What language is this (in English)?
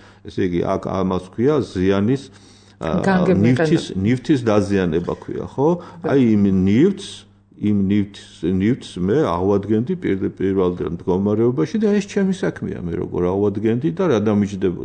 Georgian